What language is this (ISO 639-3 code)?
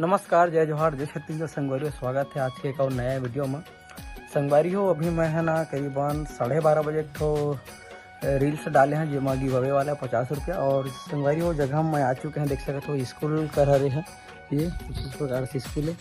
hne